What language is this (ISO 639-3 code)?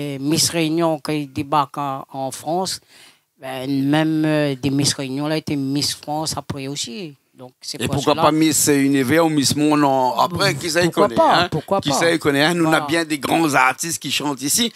rcf